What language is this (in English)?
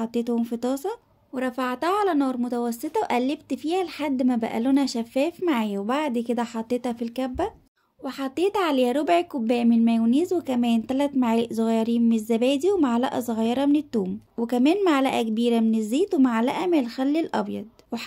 Egyptian Arabic